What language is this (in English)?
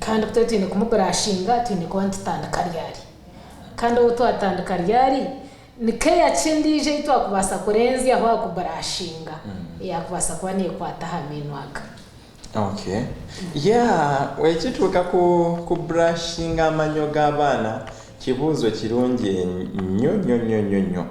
Nyankole